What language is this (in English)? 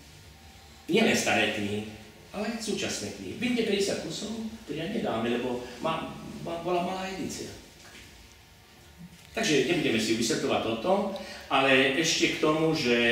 Slovak